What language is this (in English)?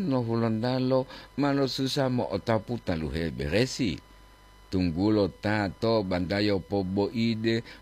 Gorontalo